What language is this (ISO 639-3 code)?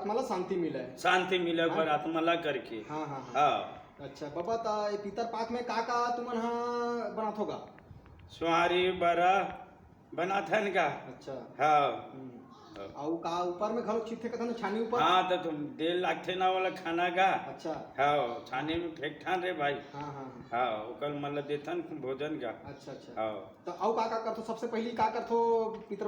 hne